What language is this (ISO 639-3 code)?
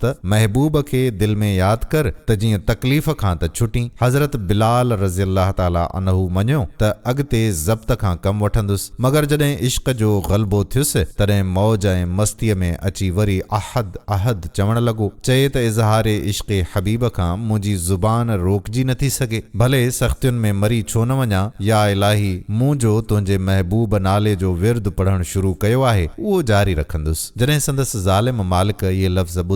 snd